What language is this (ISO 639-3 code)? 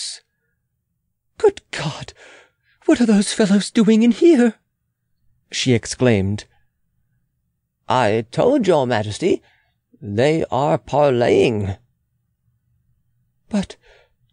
eng